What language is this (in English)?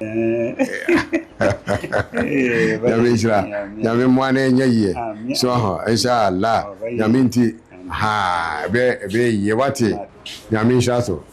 Akan